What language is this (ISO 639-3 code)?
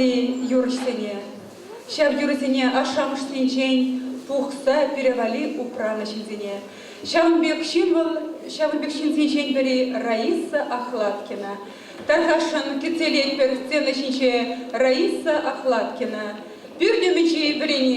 chv